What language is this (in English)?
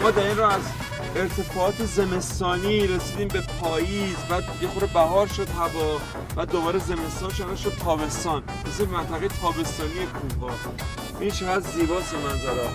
Persian